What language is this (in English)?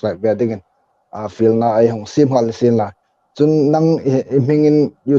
Hmar